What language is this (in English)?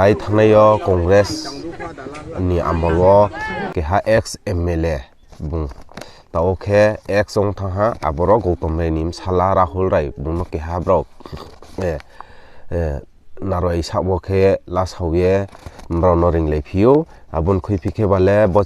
Riang (India)